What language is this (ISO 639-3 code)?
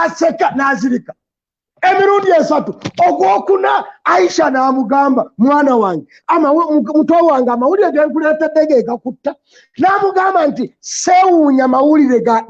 lug